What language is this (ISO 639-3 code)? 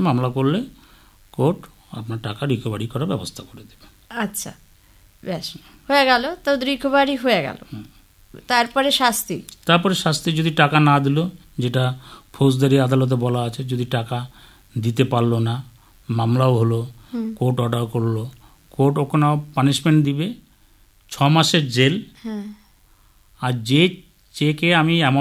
ben